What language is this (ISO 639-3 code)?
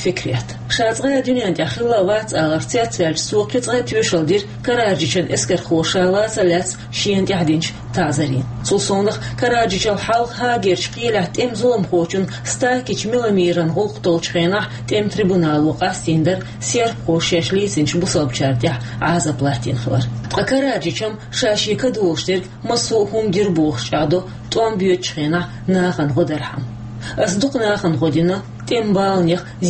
che